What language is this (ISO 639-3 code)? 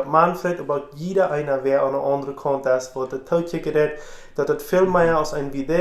pdt